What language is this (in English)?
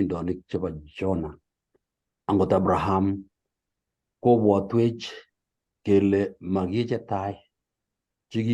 Kalenjin